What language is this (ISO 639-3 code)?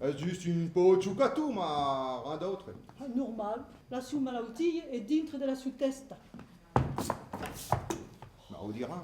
oci